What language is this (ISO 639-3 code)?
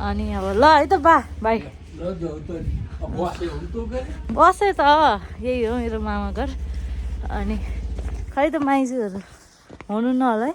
nep